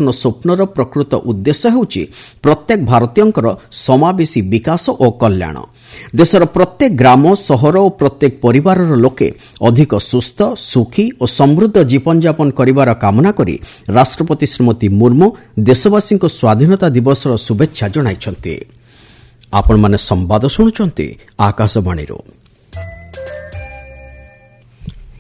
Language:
Odia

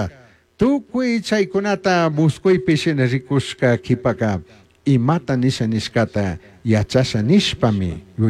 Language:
Chimborazo Highland Quichua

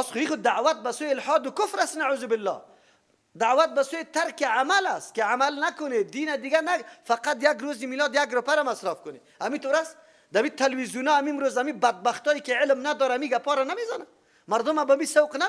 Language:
Persian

